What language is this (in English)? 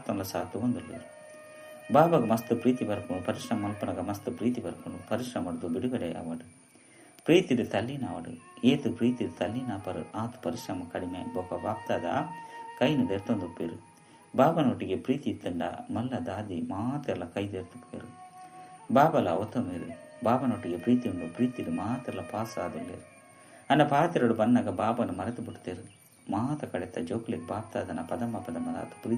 Tulu